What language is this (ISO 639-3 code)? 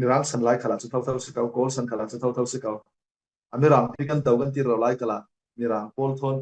cfm